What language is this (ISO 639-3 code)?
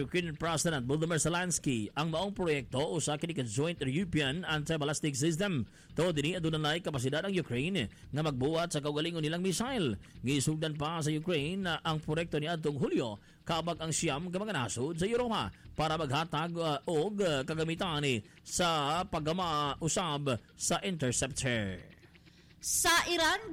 ceb